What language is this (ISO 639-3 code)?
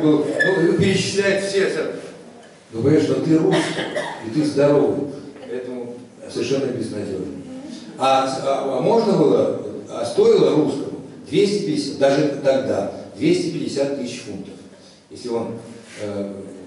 rus